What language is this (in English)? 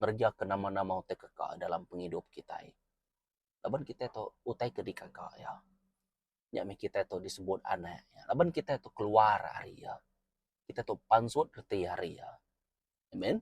Iban